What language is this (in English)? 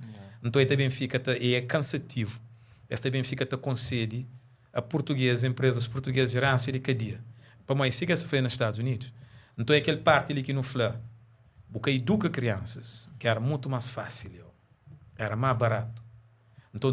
Kabuverdianu